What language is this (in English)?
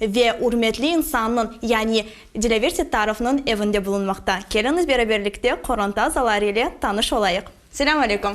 Crimean Tatar